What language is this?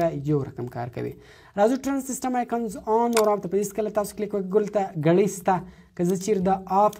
Pashto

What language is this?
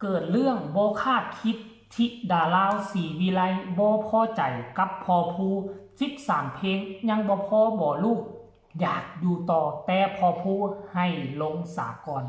Northeastern Thai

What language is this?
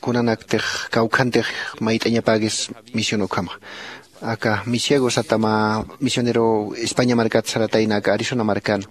Aymara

